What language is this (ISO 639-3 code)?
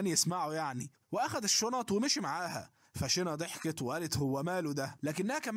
arz